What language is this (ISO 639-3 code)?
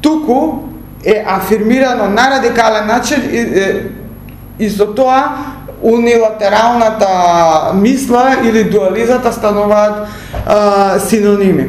mkd